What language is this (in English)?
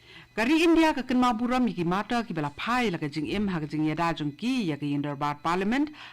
Khasi